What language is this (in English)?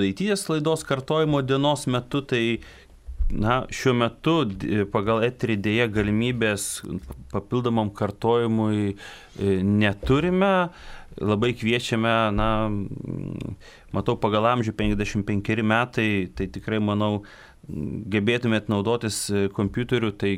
Lithuanian